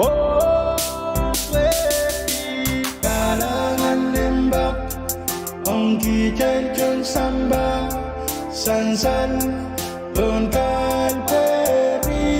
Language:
Pohnpeian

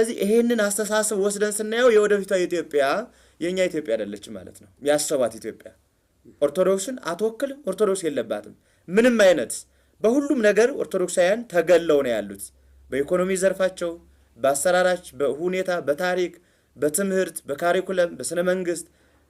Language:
Amharic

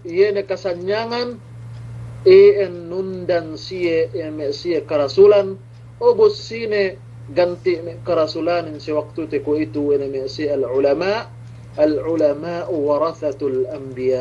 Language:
Yakan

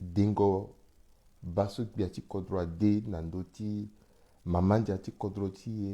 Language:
Sango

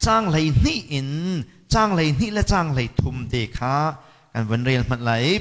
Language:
Hakha Chin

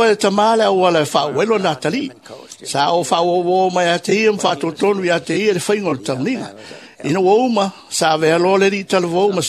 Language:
Samoan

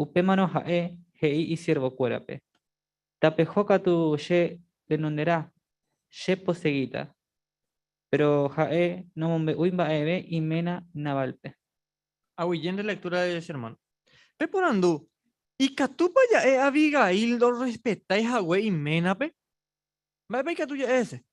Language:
Guarani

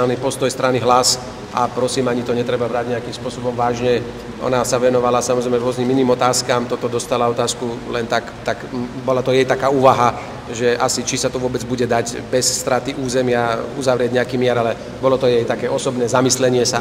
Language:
Slovak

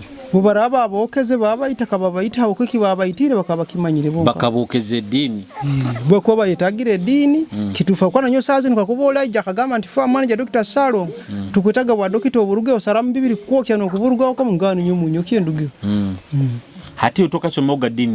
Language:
Nyoro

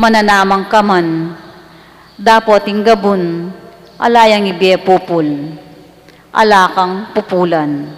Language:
Pampanga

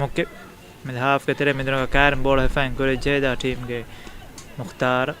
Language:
Divehi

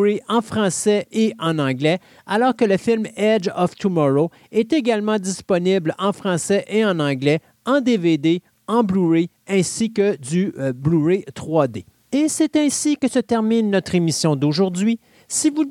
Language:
French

